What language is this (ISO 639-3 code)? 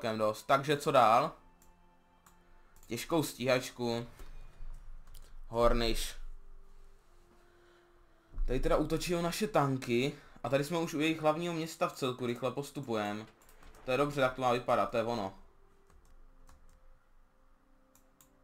ces